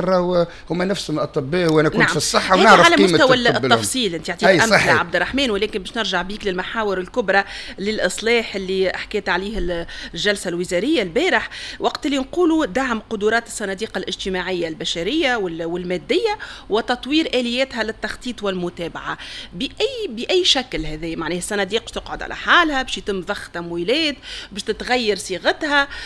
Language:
Tunisian Arabic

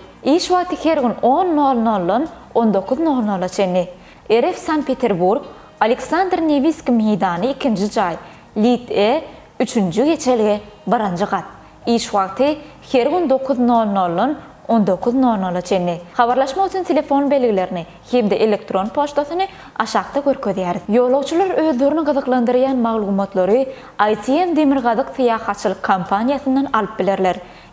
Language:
Turkmen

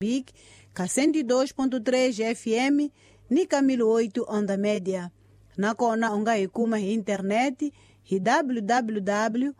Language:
Tsonga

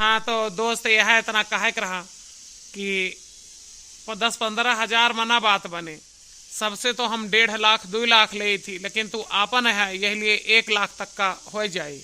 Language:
Awadhi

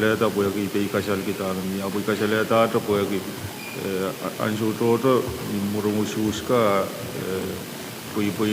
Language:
Pohnpeian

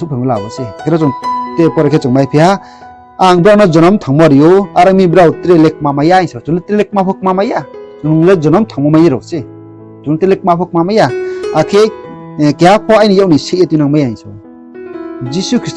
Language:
Riang (India)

